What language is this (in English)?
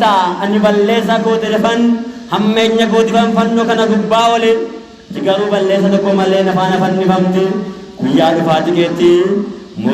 Oromo